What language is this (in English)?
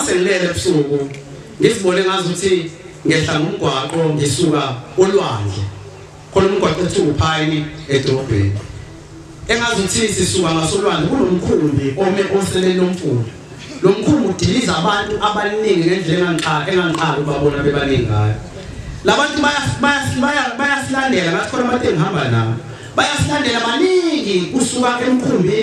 Zulu